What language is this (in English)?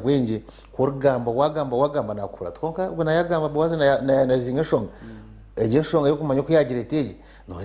Nyankole